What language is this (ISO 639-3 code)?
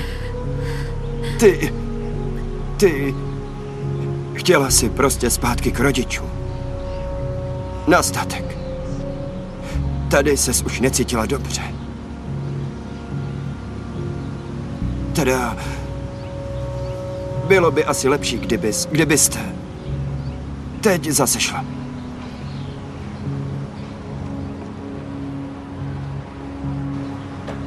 ces